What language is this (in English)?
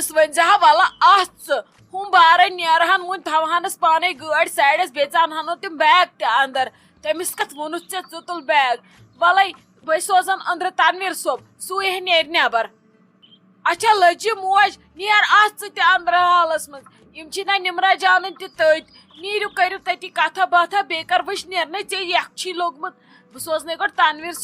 Kashmiri